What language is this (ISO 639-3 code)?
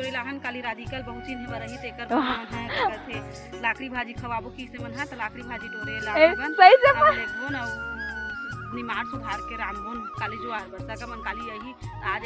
hne